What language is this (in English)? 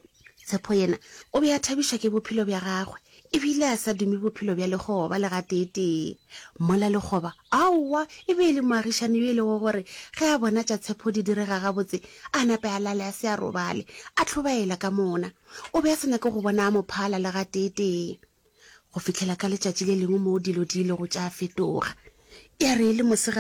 Northern Sotho